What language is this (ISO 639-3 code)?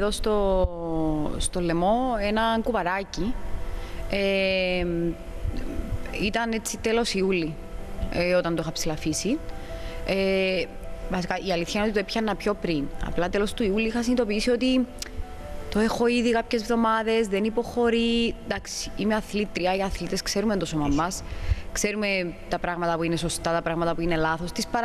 ell